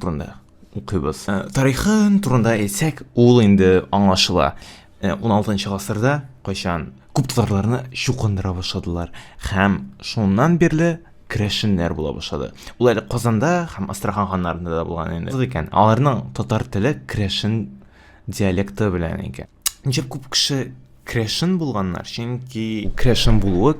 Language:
Tatar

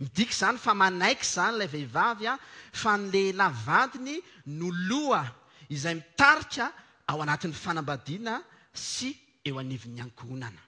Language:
Malagasy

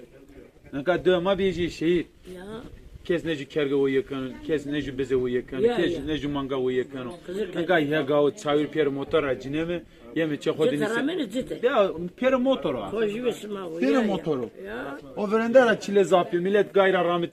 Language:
Zaza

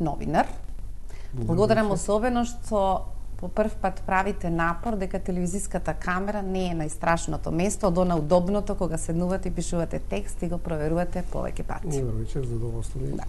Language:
Macedonian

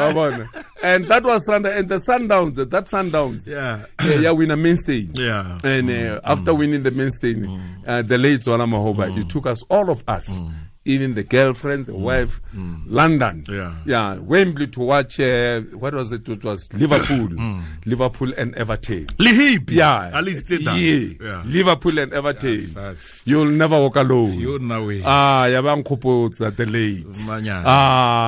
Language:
Tswana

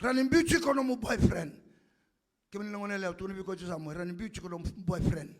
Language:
Fijian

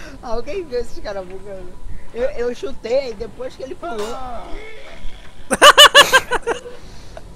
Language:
Portuguese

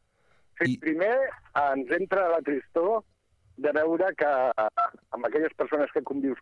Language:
Catalan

